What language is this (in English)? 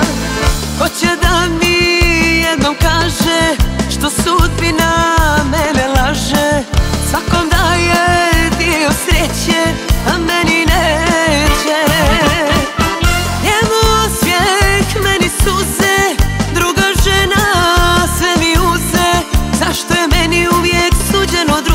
Croatian